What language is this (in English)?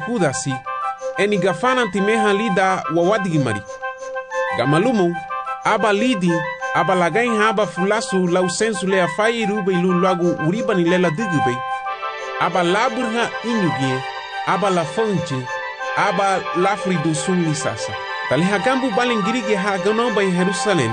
Garifuna